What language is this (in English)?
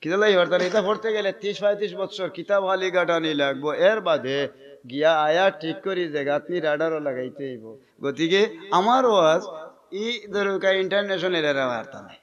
Sylheti